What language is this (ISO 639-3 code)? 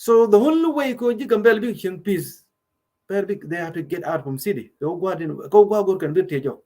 nus